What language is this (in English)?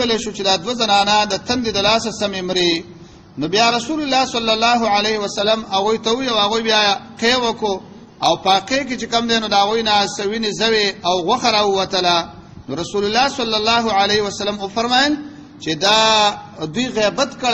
Pashto